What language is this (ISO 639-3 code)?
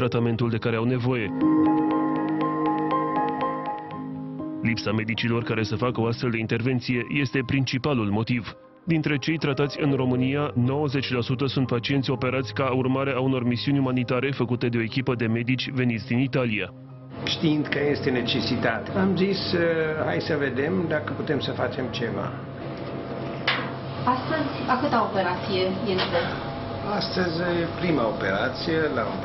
ron